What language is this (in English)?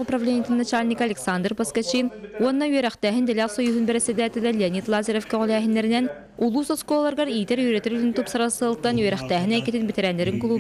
Yakut